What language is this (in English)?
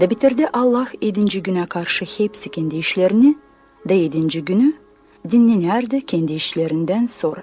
Gagauz